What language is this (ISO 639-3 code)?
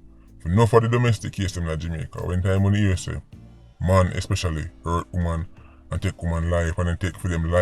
jam